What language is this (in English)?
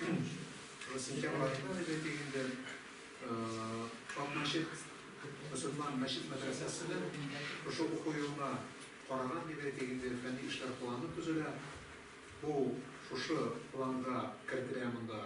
Tatar